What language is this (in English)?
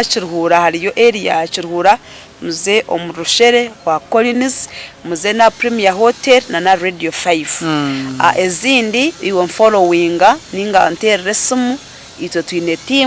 Nyankole